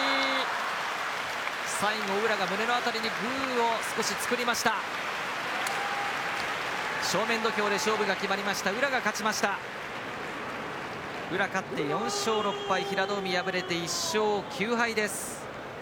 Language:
Japanese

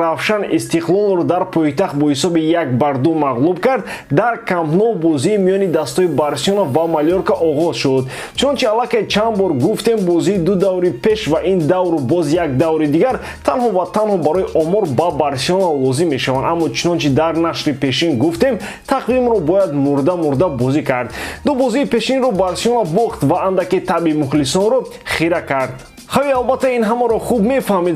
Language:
Tajik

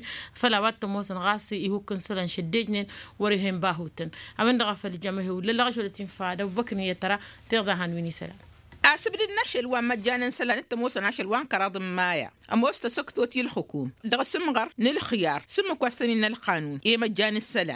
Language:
Tamasheq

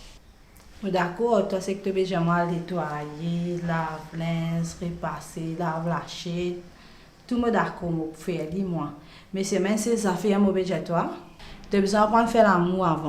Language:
Morisyen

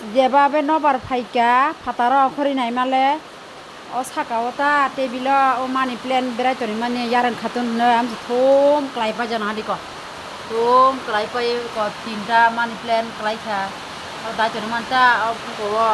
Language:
Kok Borok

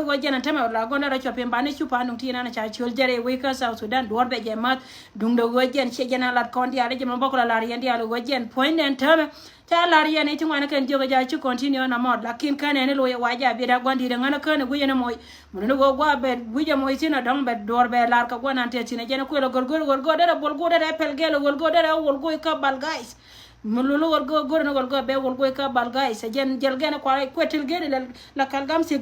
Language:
Nuer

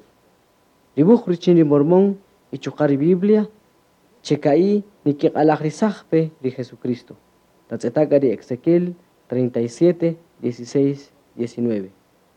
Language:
Kaqchikel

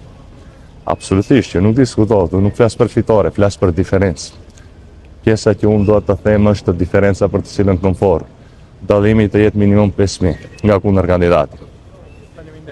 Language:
Albanian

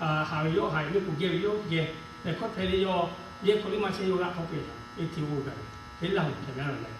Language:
Lahu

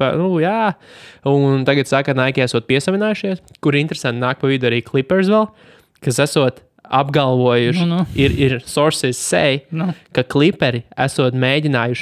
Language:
Latvian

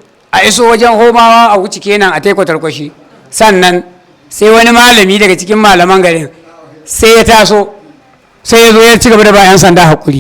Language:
Hausa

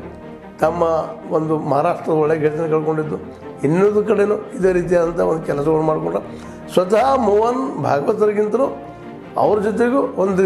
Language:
Kannada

